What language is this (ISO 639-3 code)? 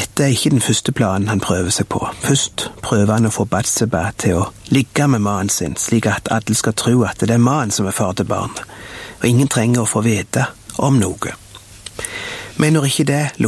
nor